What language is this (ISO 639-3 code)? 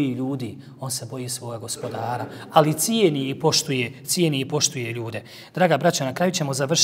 bos